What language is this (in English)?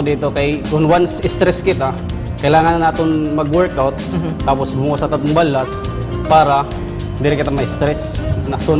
Waray